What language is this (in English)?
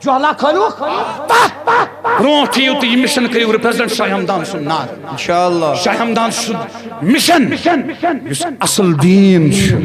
Kashmiri